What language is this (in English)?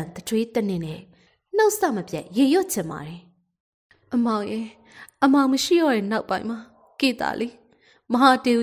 Burmese